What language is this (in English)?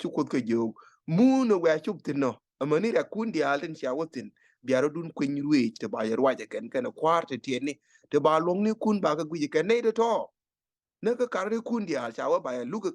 Nuer